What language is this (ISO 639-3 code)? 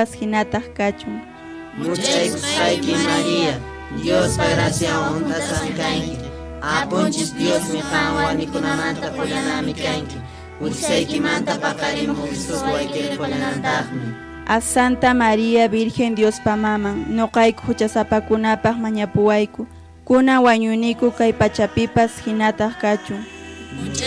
que